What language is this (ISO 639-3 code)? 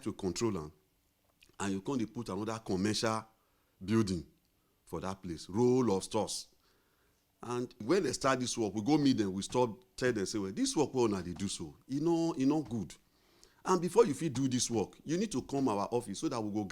pcm